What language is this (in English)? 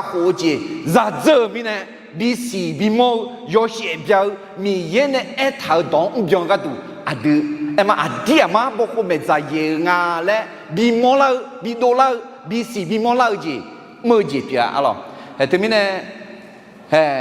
Akha